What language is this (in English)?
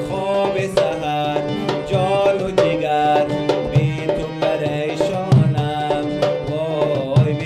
Persian